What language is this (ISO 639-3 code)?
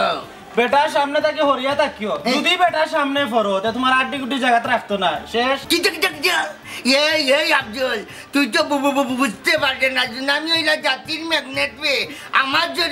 syl